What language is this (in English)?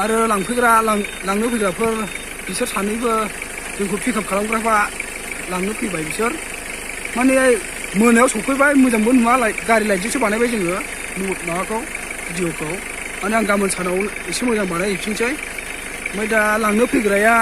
Bodo